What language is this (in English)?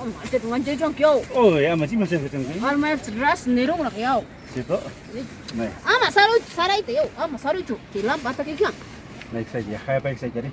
Ayacucho Quechua